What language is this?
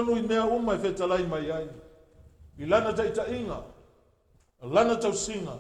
Samoan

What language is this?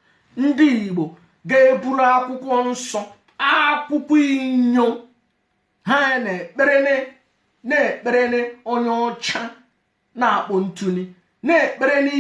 Igbo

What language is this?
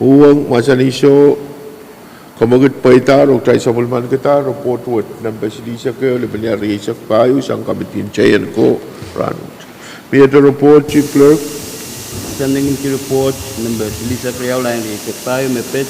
Pohnpeian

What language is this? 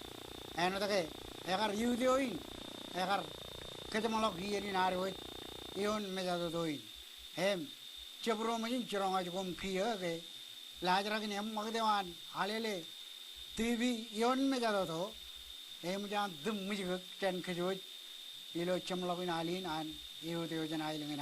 Marshallese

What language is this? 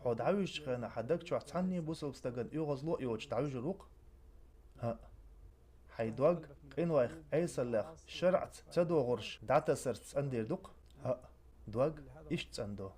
Chechen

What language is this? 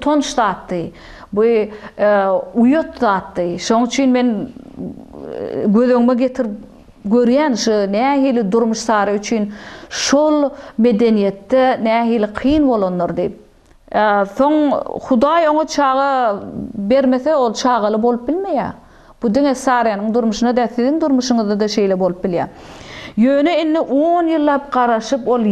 Turkmen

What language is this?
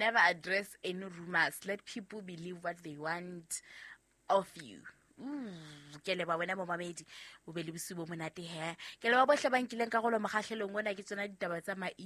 Southern Sotho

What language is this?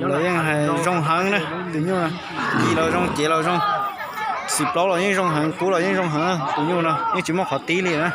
Hmong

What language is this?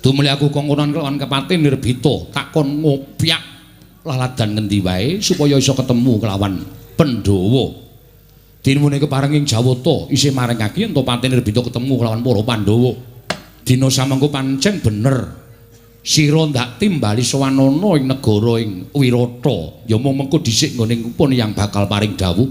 Javanese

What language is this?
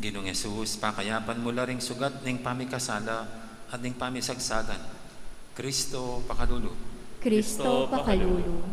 Pampanga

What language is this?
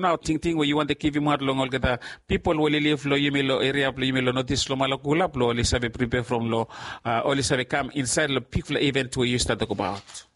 Bislama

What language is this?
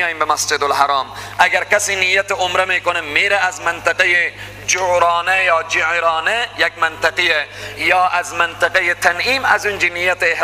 Persian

